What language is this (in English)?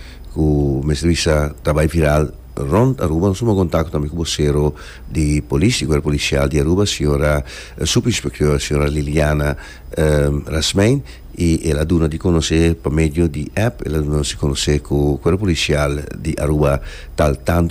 Papiamento